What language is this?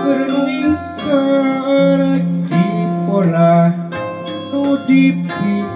Sundanese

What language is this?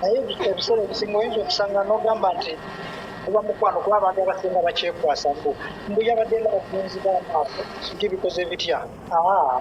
Ganda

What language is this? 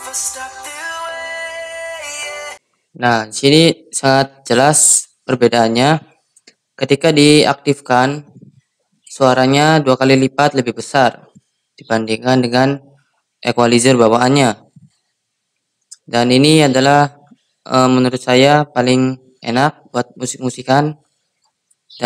Indonesian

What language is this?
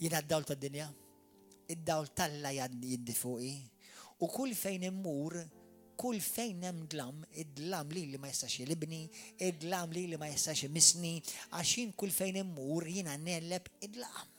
Maltese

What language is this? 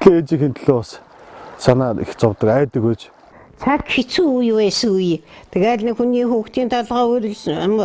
Mongolian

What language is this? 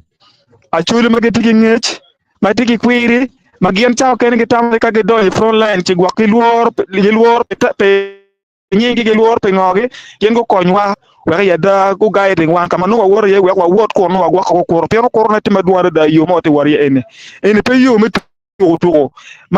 Acoli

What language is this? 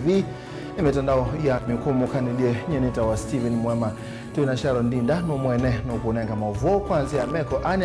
Kamba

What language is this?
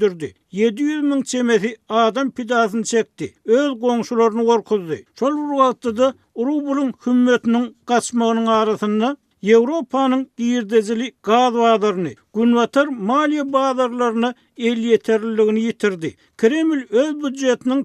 Turkmen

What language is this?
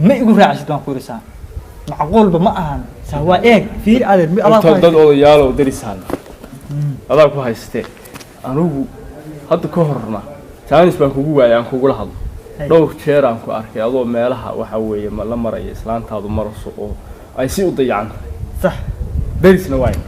Somali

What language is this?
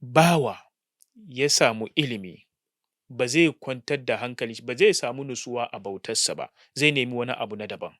Hausa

